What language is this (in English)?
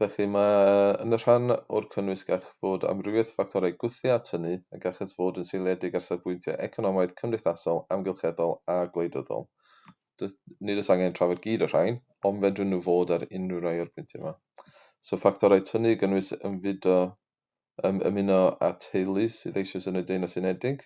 Welsh